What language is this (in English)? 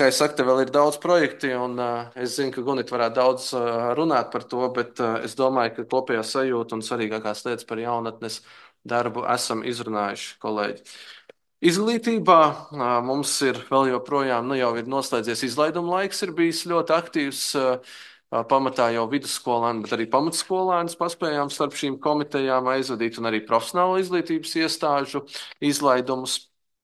Latvian